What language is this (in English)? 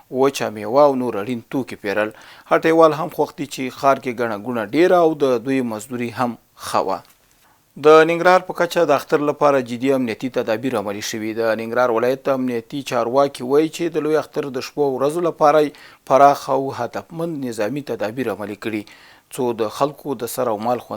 Pashto